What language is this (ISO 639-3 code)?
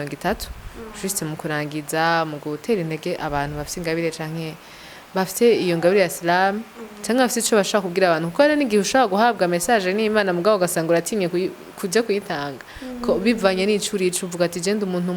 run